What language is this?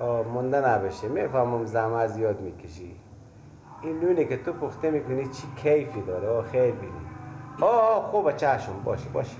Persian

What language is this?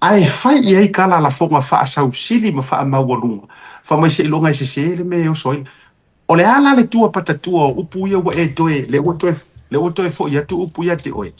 Samoan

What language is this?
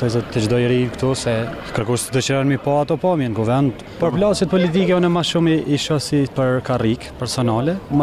Albanian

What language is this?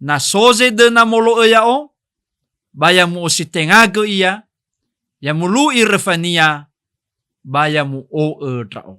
Nias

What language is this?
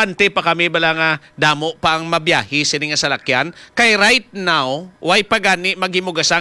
Hiligaynon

